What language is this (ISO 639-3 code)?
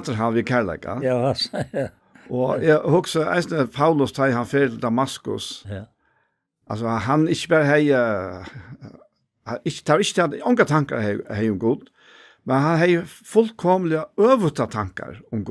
fao